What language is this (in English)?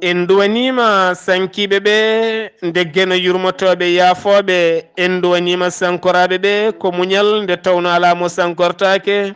Fula